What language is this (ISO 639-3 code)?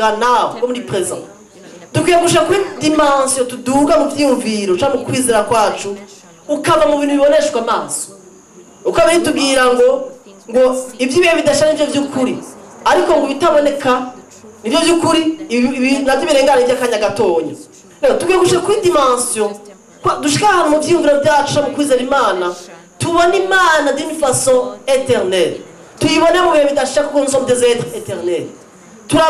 run